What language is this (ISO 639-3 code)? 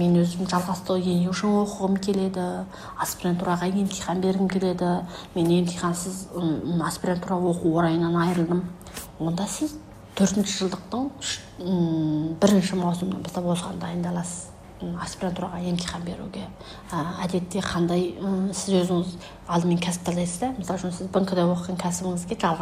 kaz